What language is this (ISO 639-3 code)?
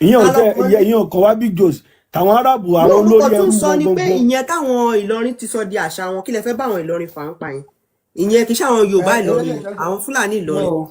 yor